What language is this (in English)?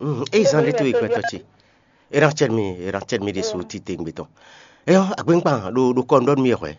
Fon